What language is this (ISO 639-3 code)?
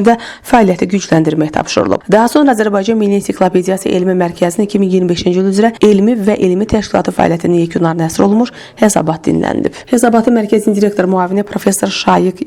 aze